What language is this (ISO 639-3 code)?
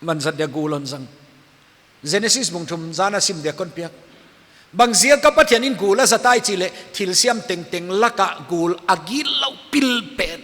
pck